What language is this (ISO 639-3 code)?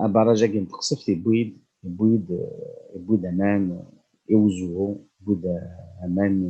kab